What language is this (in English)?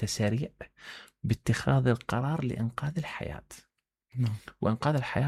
Mesopotamian Arabic